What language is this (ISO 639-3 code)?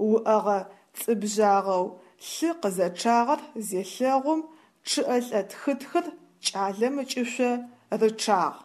ady